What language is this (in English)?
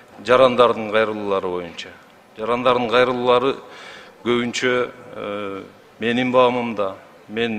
Kyrgyz